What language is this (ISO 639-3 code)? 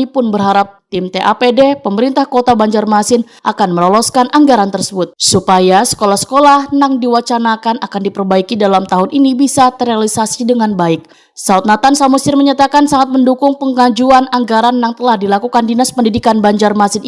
bjn